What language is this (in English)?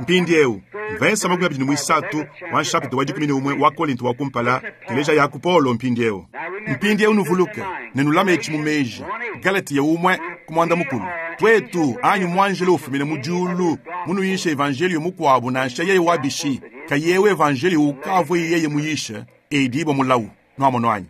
Luba-Lulua